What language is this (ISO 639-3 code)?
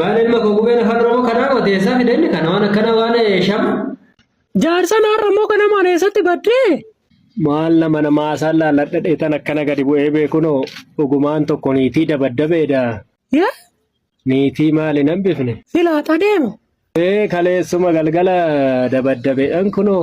orm